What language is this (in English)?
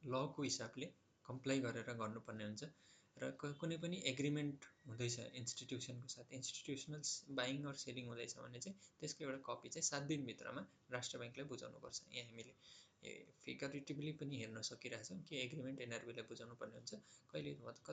Nepali